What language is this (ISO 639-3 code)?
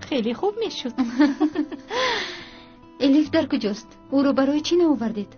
tgk